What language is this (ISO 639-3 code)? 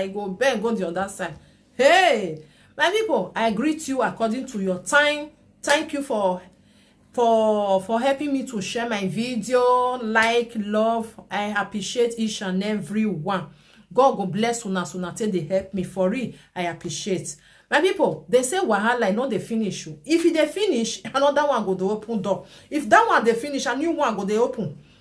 pcm